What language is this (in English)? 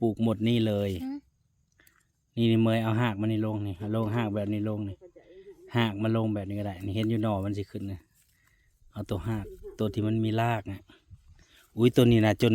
Northeastern Thai